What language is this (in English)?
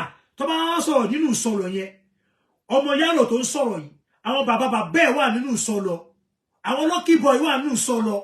Yoruba